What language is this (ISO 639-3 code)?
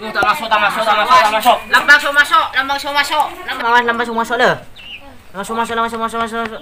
mad